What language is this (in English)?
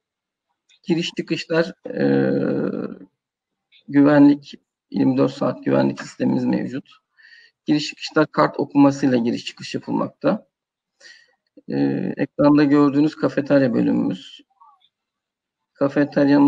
Turkish